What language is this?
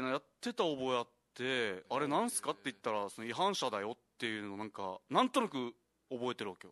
Japanese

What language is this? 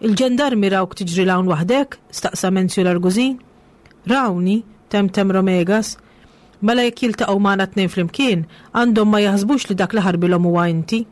Maltese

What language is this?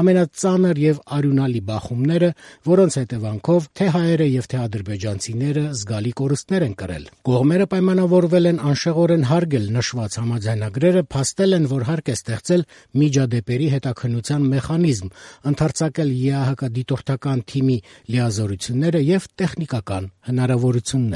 Armenian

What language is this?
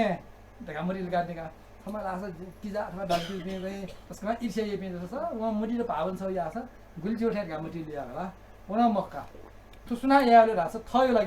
Newari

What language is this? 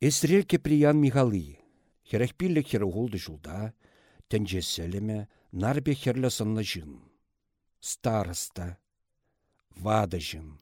Chuvash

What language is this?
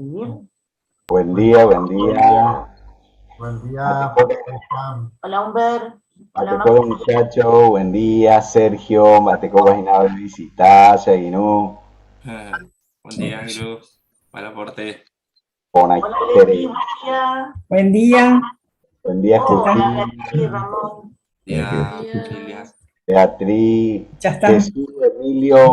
Guarani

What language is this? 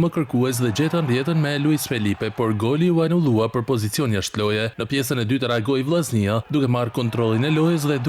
Albanian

